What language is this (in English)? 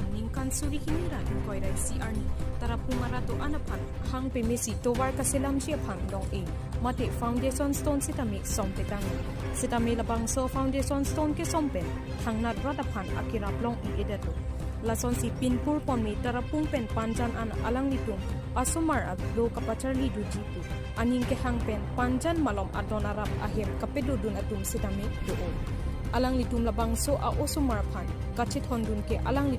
Karbi